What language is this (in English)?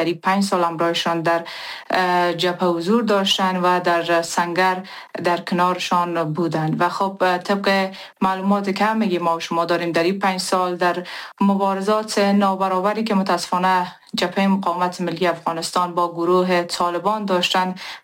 Persian